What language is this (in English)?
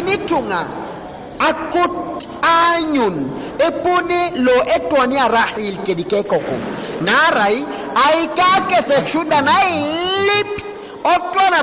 Teso